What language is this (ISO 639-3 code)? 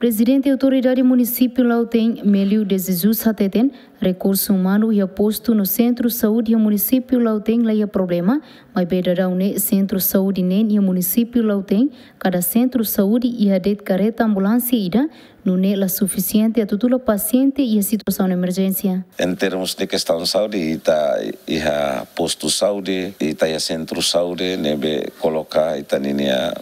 tet